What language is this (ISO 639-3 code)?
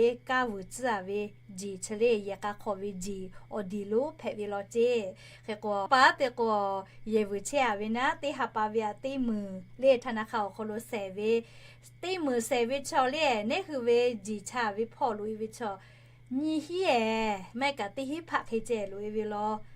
lhu